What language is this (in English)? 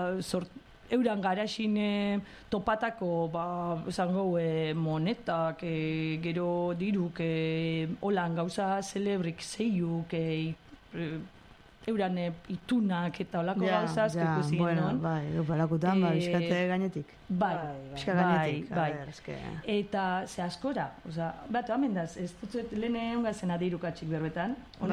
Basque